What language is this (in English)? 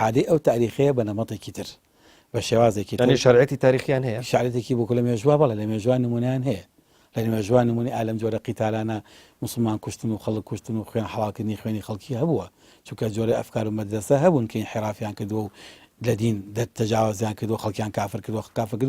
Central Kurdish